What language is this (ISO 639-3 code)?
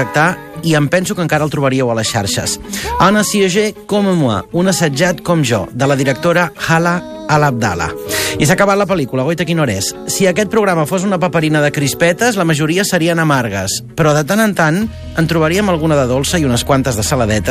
cat